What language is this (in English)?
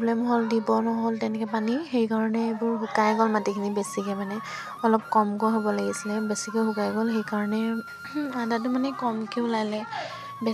Assamese